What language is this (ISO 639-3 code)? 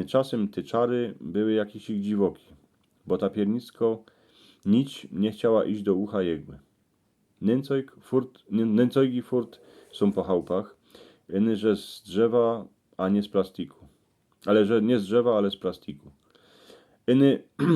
szl